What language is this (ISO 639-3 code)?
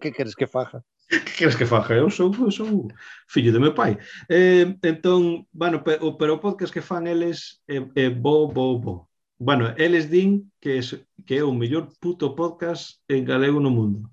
glg